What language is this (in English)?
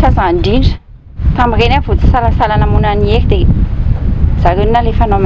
Malagasy